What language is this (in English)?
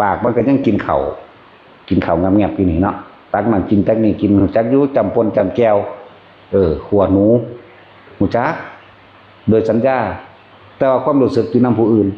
Northeastern Thai